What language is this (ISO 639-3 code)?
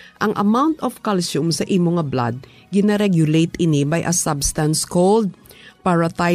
hil